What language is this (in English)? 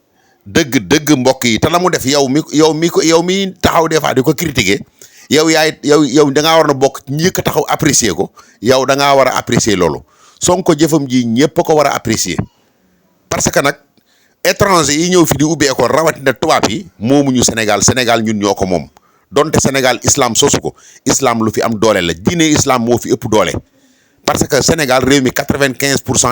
Wolof